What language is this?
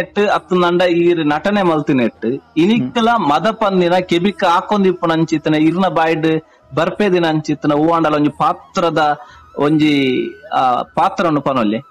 Tulu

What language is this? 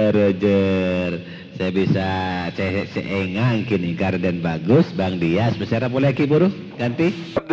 Madurese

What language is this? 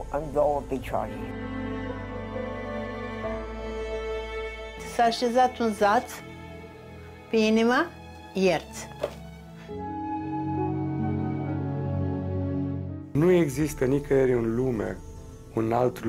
Romanian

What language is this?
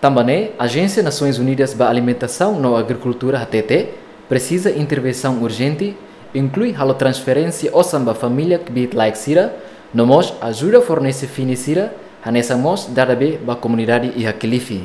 Tetum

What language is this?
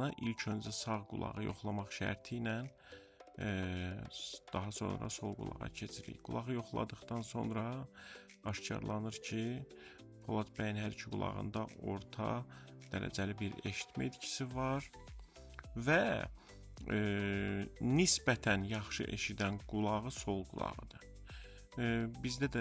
Azerbaijani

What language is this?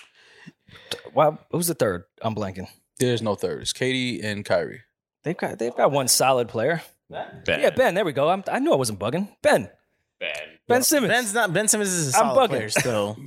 English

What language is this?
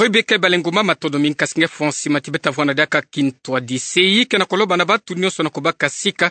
Kituba (Democratic Republic of Congo)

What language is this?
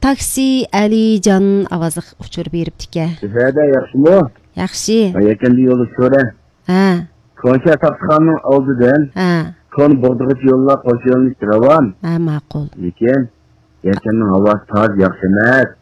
Uyghur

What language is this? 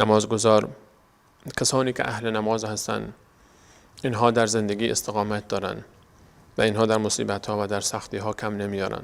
Persian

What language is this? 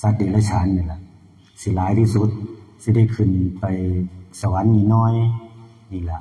Lao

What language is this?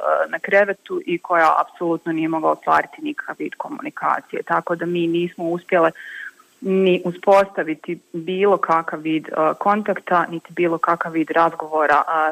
Bosnian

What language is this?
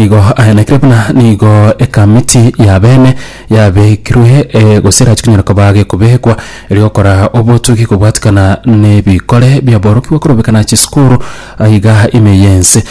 Gusii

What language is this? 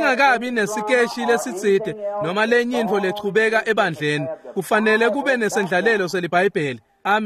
Swati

